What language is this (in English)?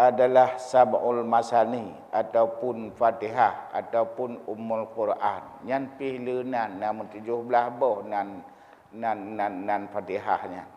Achinese